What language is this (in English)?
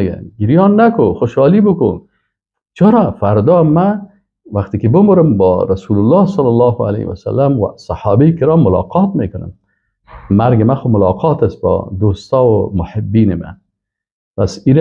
Persian